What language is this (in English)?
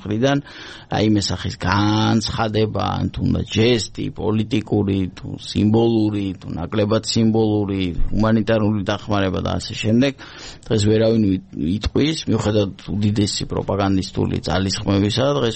Georgian